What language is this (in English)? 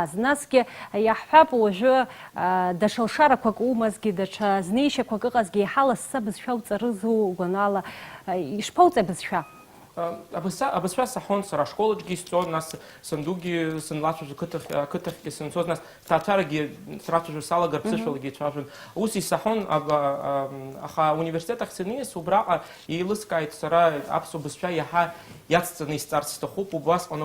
Abkhazian